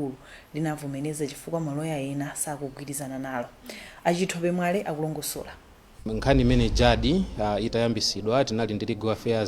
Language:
Nyanja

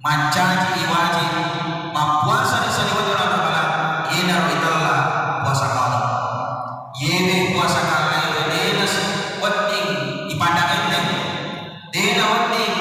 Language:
Buginese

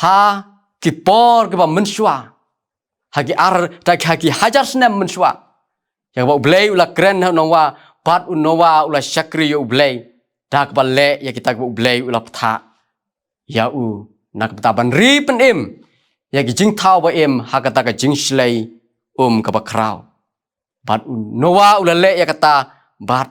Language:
Khasi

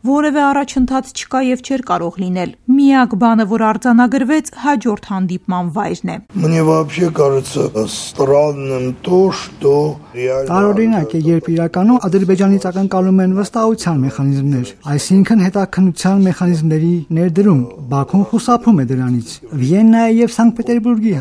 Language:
Armenian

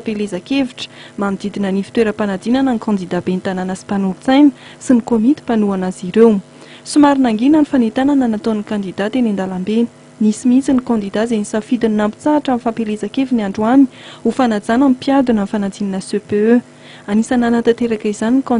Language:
Malagasy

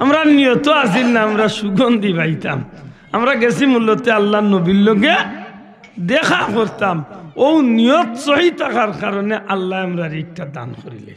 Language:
Sylheti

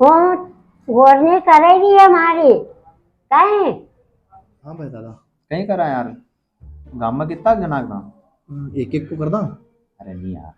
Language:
Rajasthani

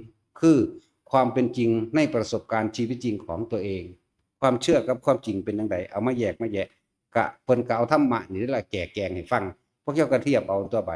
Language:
Northeastern Thai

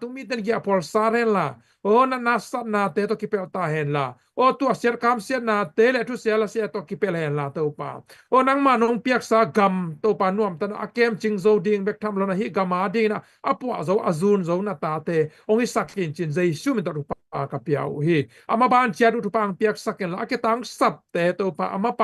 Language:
Tedim Chin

